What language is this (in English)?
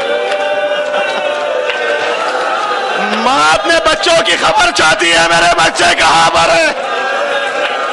Urdu